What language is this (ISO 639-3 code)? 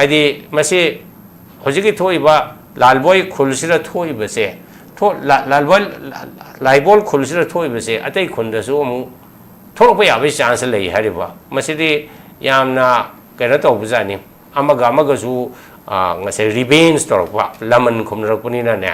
mni